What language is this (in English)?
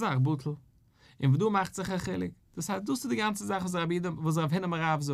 Yiddish